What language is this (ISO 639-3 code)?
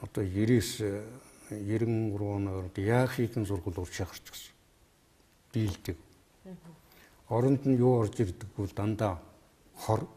mon